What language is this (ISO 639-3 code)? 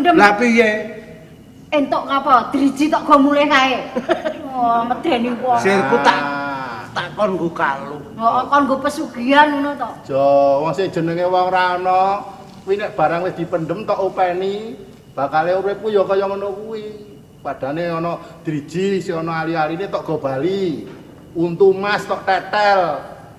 jav